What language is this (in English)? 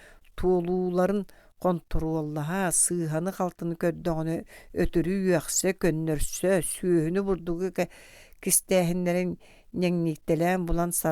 Yakut